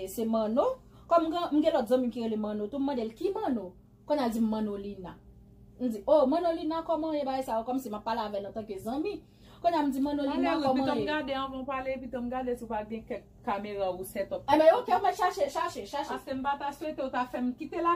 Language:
Haitian Creole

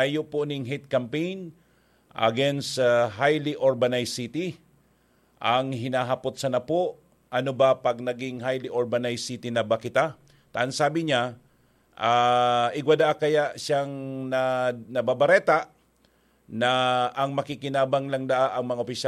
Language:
Bikol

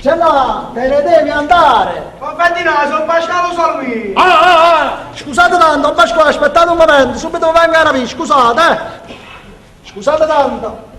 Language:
Neapolitan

